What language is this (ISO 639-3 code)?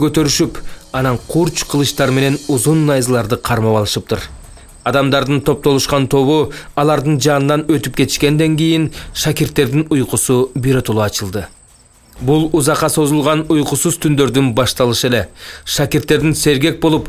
kir